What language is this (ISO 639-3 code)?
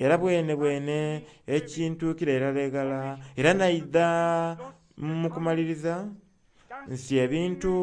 xog